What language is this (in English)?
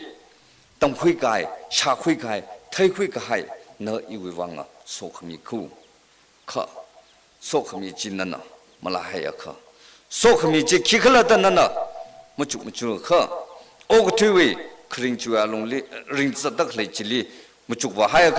Tangkhul Naga (India)